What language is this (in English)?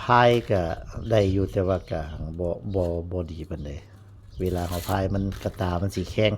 Northeastern Thai